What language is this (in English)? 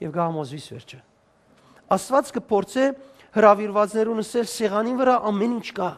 Western Armenian